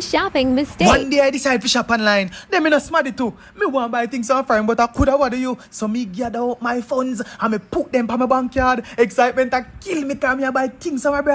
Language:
Jamaican Creole English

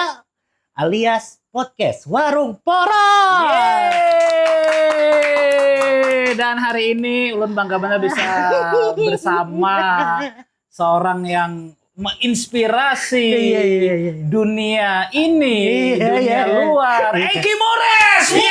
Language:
Banjar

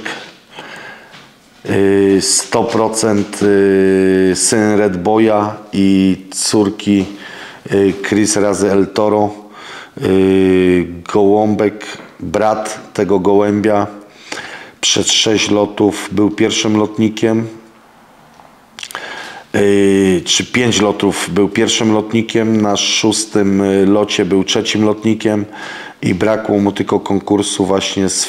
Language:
Polish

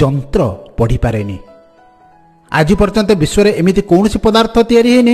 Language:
Odia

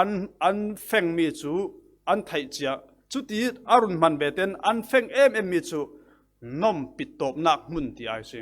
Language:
Falam Chin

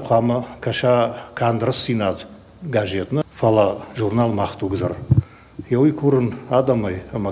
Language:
Ossetic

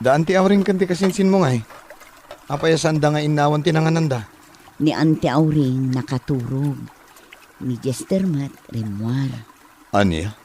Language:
Iloko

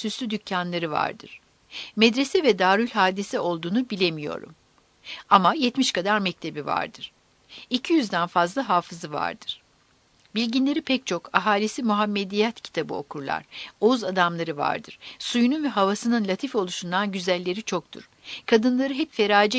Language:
Turkish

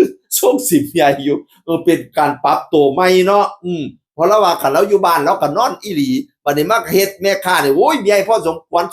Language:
Northeastern Thai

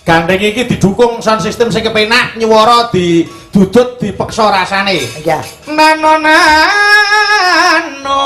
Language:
Javanese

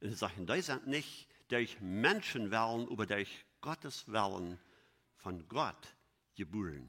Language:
Plautdietsch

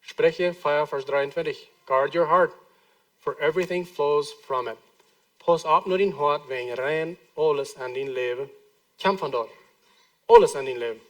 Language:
Plautdietsch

